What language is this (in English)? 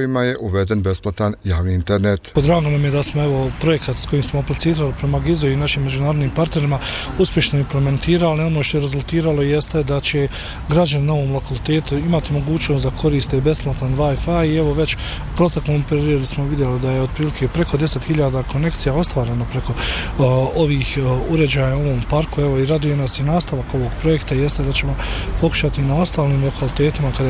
Bosnian